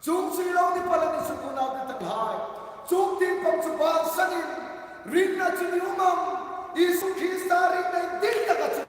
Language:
Hmar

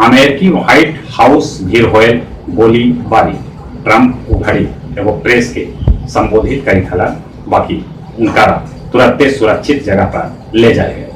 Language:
Magahi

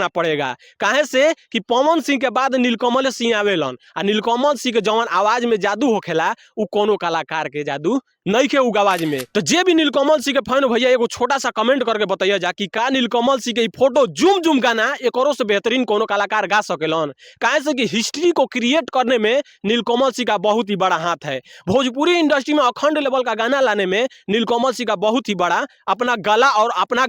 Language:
Bhojpuri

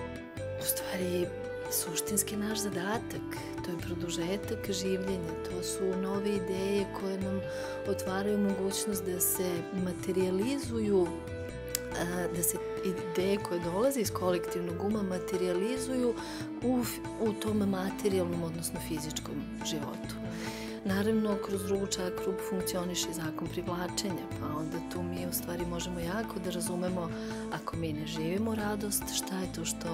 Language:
Serbian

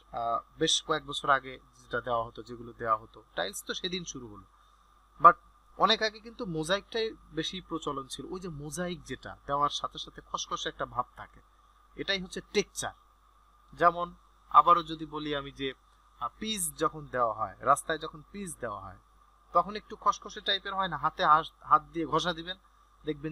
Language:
Bangla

